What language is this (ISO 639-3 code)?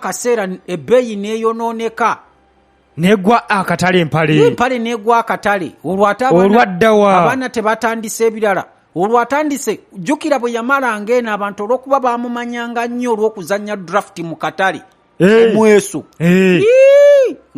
lug